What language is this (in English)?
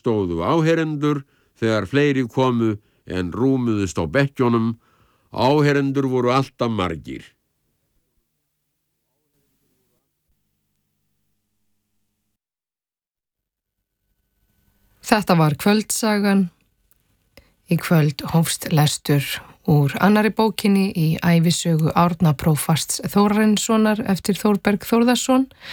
Icelandic